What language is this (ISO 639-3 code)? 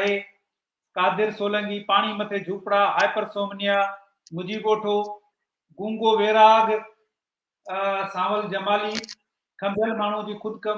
snd